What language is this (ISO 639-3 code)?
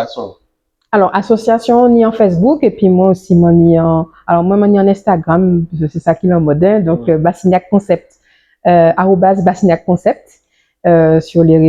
gcf